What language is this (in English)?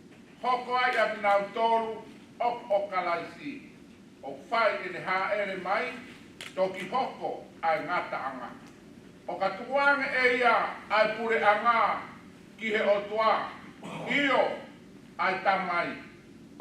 Tongan